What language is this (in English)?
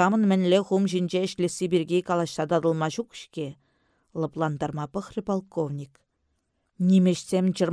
Chuvash